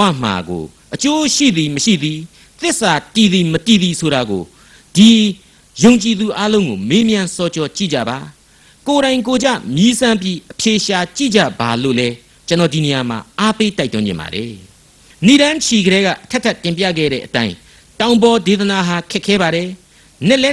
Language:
Burmese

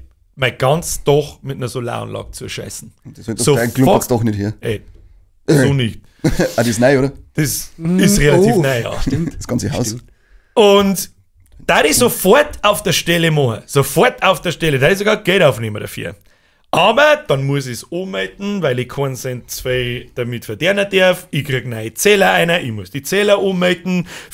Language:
Bavarian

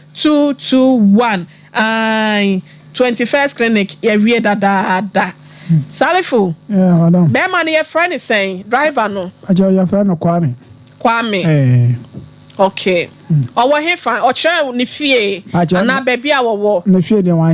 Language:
Akan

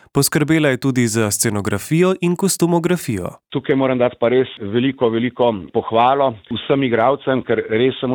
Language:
Slovenian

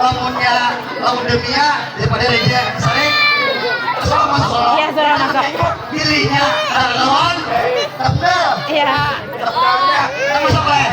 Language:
Banjar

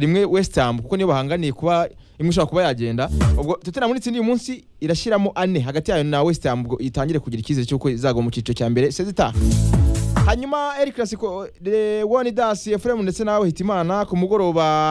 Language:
Kinyarwanda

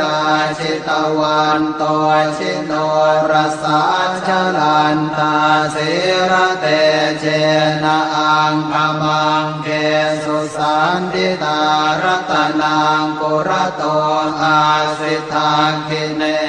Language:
Pali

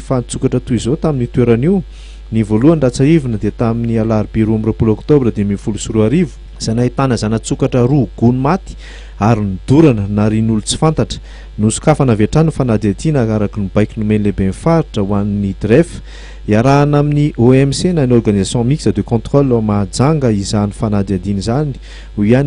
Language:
Malagasy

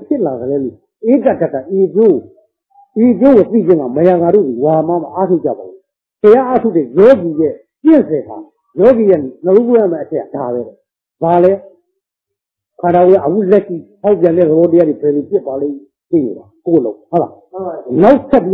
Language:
Burmese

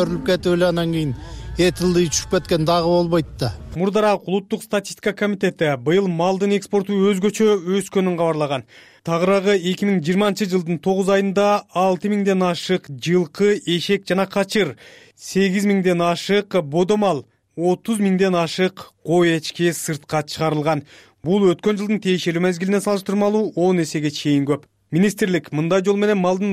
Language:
Kyrgyz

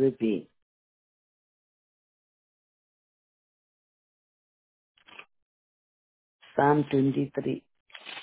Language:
Malayalam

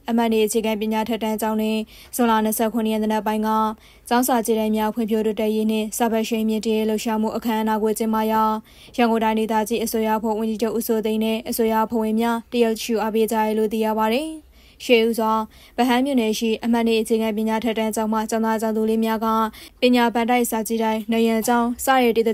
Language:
Burmese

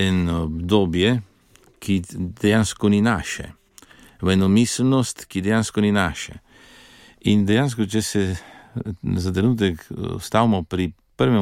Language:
Slovenian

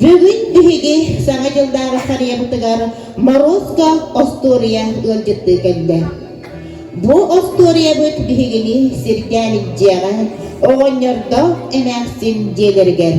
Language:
Yakut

